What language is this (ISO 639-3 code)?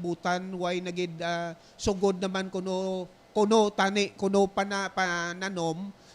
hil